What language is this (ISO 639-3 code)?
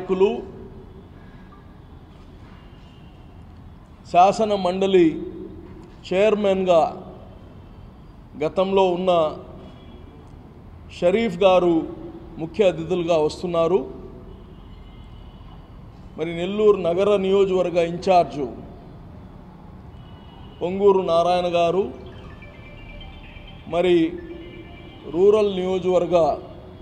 tel